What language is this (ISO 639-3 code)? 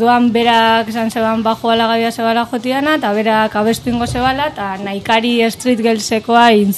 eus